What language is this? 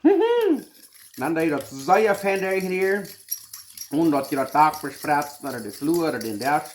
Plautdietsch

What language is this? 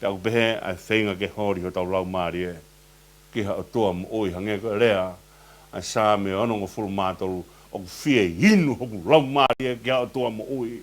Tongan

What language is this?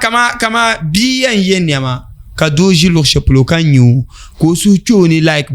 Dagbani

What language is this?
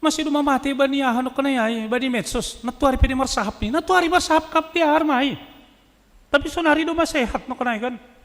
Batak Simalungun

